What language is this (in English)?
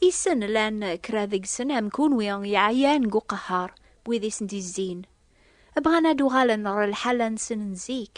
Kabyle